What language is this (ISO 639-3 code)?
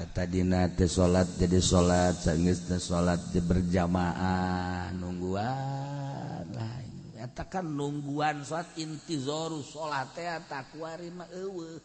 sun